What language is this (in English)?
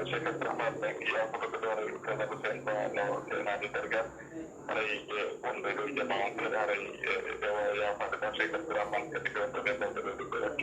Fula